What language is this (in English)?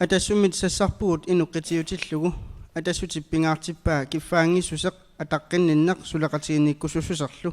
Kalaallisut